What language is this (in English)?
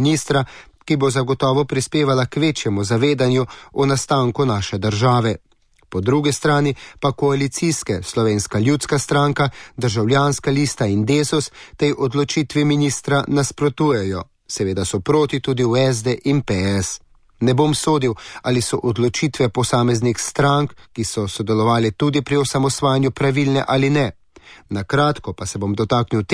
Slovenian